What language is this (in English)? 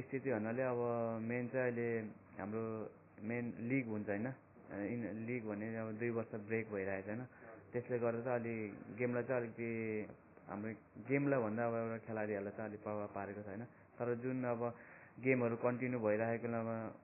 Nepali